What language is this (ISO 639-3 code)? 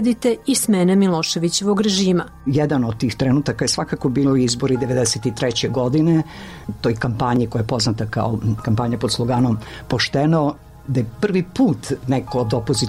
srp